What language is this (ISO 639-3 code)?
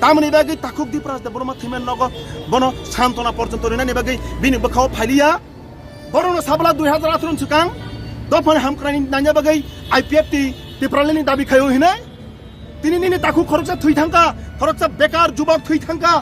trp